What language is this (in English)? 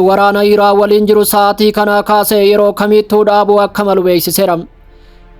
Oromo